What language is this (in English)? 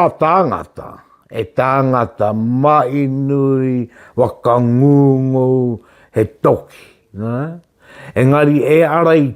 Māori